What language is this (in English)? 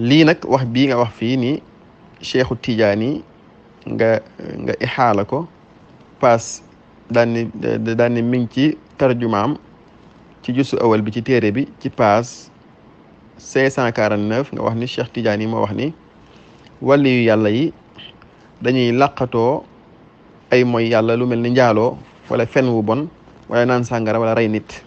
Wolof